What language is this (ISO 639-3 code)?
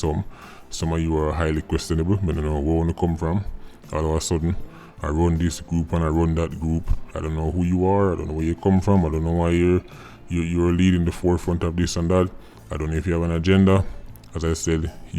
jam